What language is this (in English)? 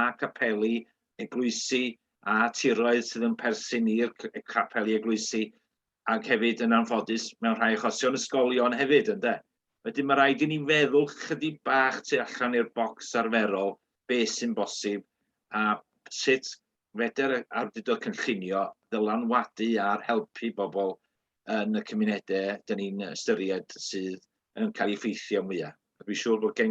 Welsh